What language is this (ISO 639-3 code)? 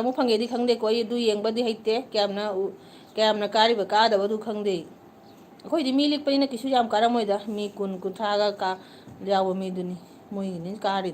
mni